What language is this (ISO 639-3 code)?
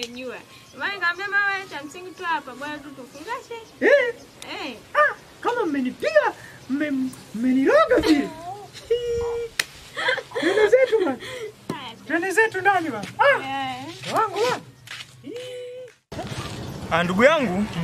swa